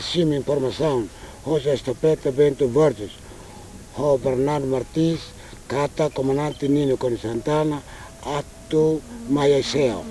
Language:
Tetum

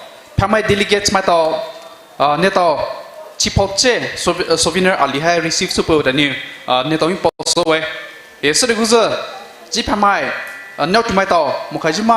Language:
Poumei Naga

